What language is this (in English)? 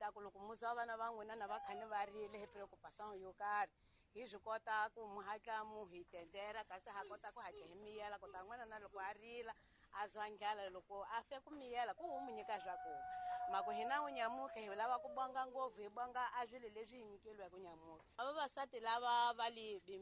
Tsonga